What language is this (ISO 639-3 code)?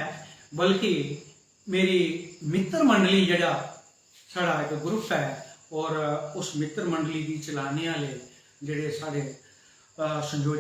doi